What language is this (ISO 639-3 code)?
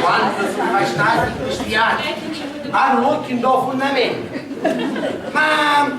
scn